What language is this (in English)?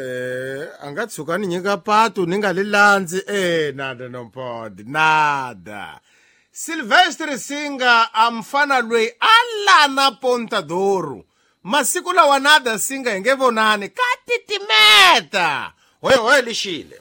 Tsonga